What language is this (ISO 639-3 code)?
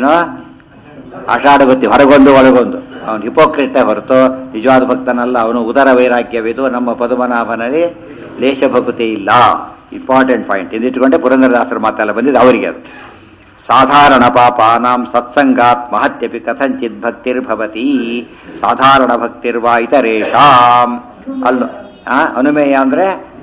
kan